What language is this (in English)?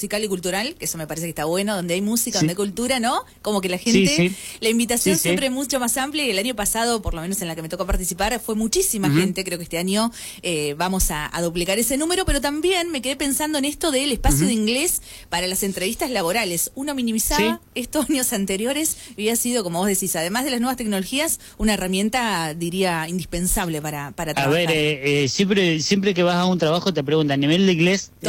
Spanish